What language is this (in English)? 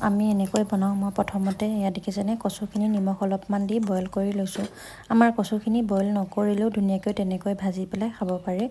Assamese